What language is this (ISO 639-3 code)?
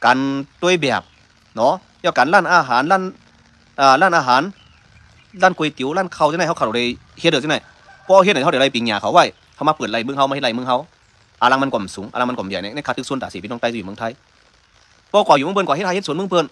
shn